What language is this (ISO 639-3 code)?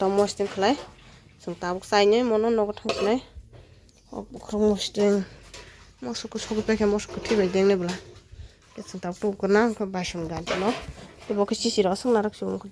trp